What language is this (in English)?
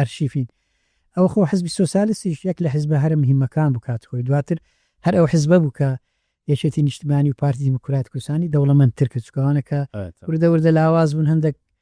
Central Kurdish